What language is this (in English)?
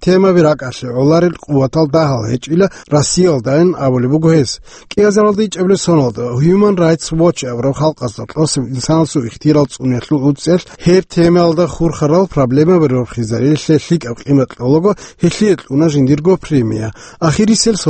Avaric